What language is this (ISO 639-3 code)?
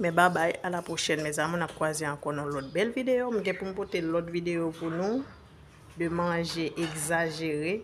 hat